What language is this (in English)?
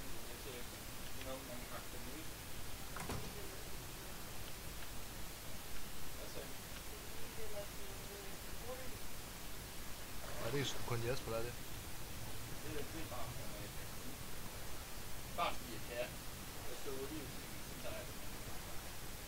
Danish